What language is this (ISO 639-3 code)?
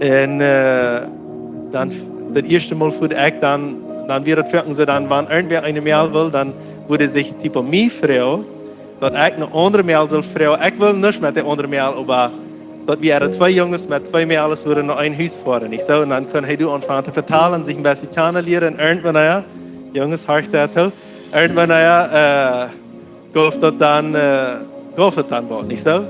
pdt